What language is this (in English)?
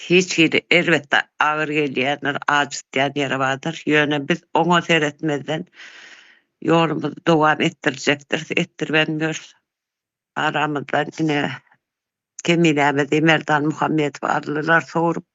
Turkmen